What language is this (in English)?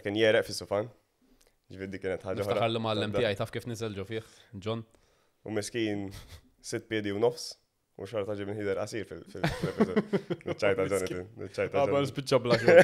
Maltese